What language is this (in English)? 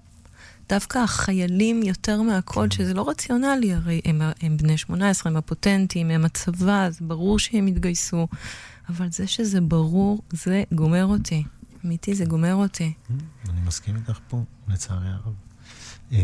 Hebrew